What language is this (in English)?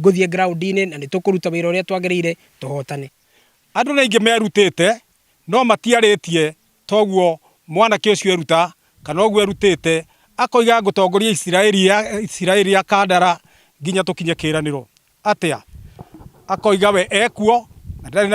Kikuyu